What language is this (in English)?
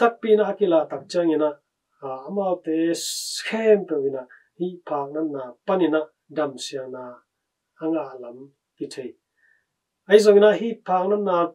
Tedim Chin